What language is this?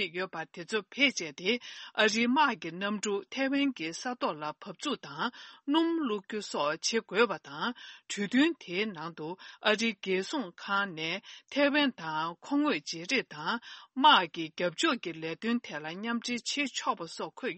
Tibetan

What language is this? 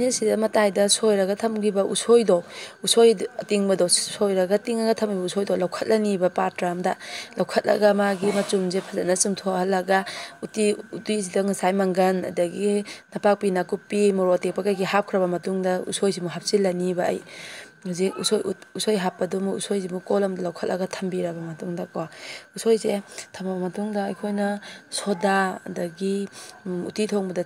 Manipuri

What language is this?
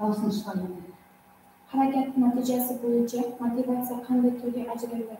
Kara-Kalpak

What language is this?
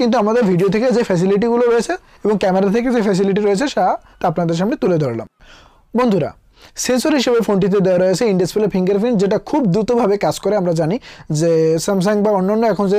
Bangla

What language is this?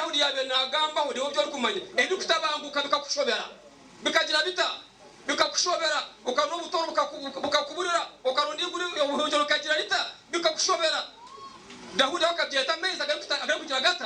Nyankole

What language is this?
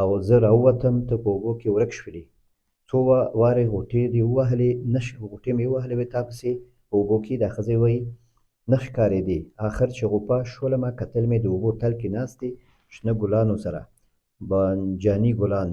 Pashto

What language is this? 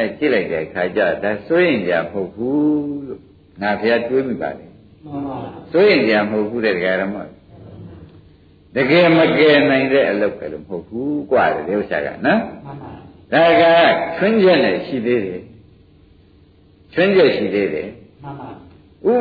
Burmese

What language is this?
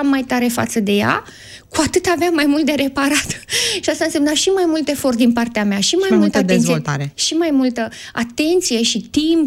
Romanian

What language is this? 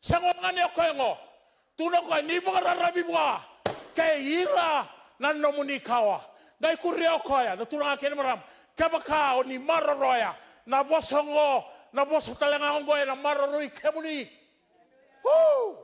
Fijian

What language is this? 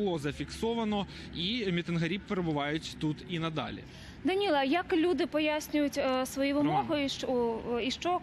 Ukrainian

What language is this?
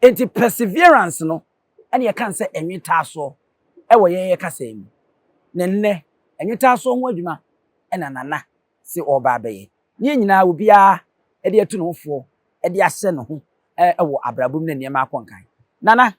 Akan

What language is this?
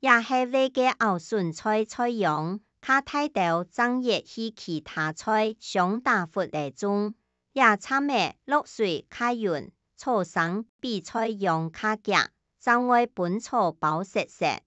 Hakka Chinese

